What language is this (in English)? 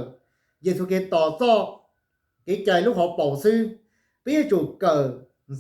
Hmong